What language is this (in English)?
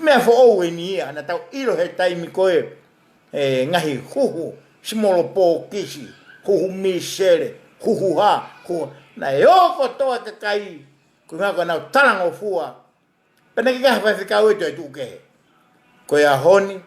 Tongan